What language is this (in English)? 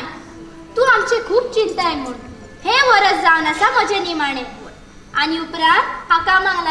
Konkani